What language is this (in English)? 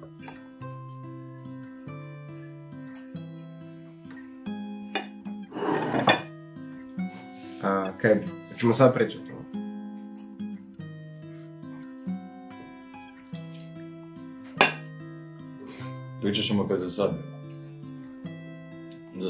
Croatian